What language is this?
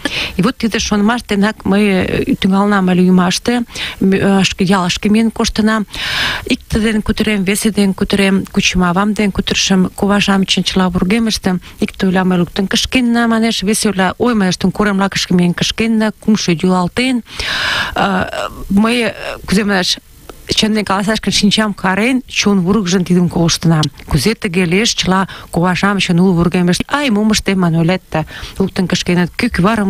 Mari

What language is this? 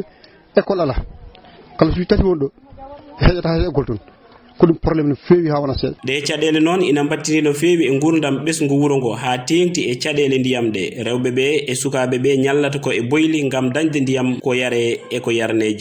Fula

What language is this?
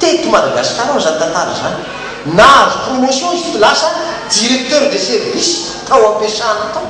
Malagasy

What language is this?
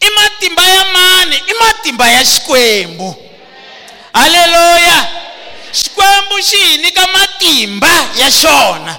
Tsonga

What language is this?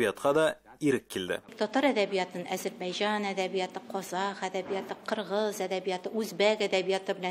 Tatar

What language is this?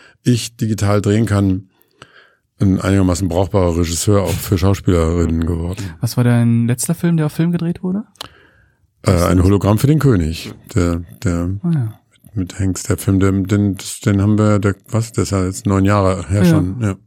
German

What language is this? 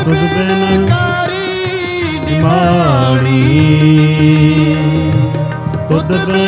Punjabi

